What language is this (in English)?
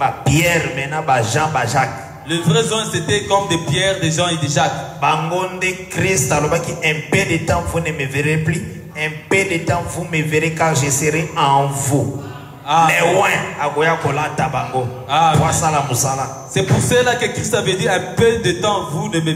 French